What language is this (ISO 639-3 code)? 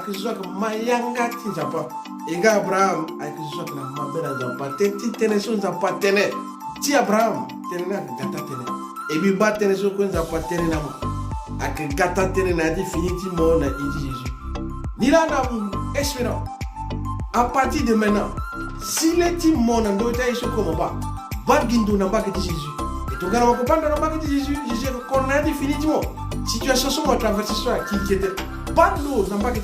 sag